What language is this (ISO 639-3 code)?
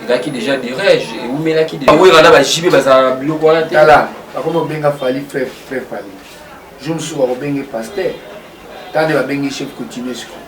lin